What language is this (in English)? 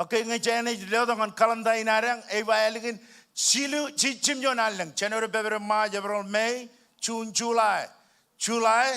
Marshallese